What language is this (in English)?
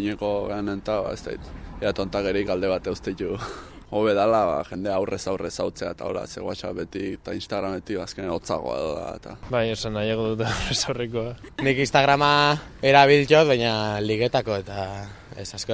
Basque